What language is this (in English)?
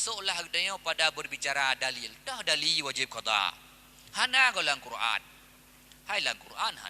Achinese